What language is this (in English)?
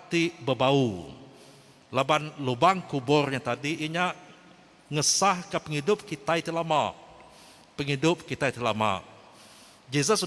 Iban